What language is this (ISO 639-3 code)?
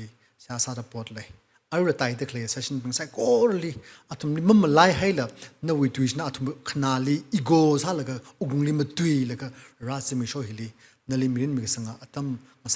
nmf